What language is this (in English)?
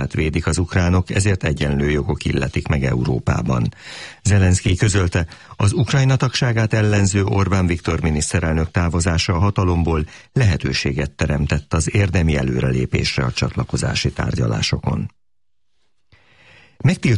Hungarian